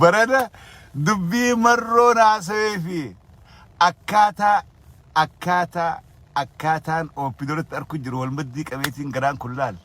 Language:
Oromo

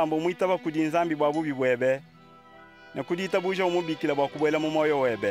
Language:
Luba-Lulua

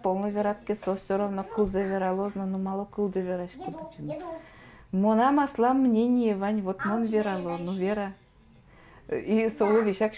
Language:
Udmurt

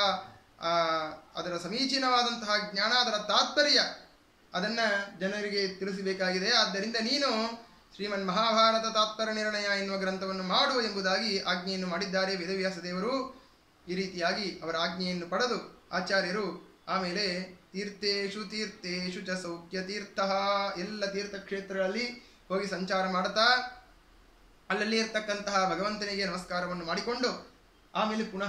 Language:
Kannada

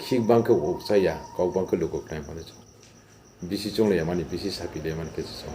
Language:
Riang (India)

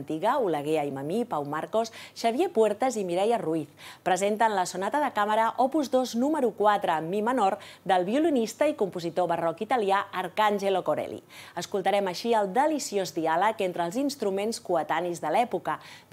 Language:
Catalan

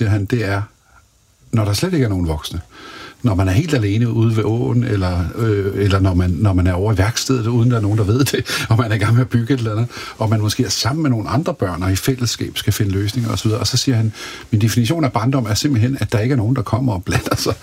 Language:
Danish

